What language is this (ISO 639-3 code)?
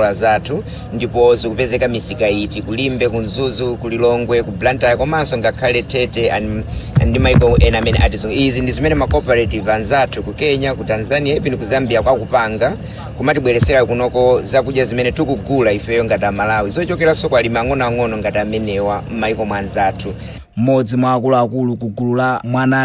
nya